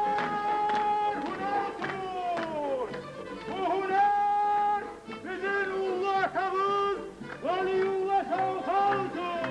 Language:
Kumyk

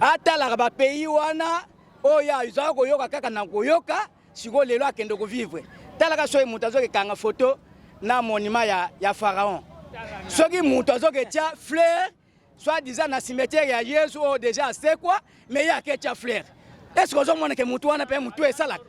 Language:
Lingala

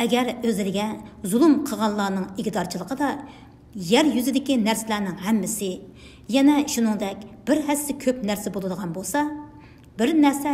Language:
Uyghur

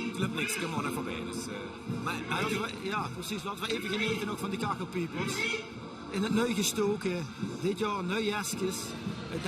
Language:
Limburgish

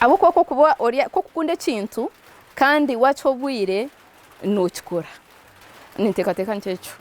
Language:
Nyankole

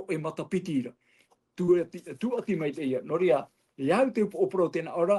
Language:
Tahitian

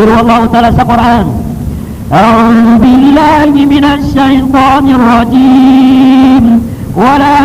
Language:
Maranao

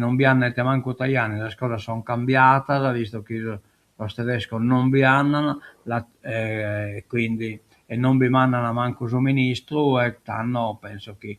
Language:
Sardinian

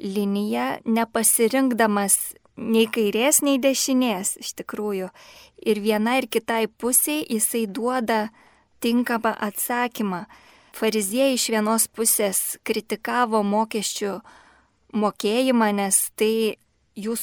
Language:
Lithuanian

